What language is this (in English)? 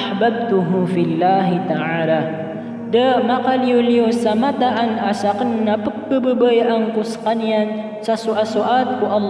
Maranao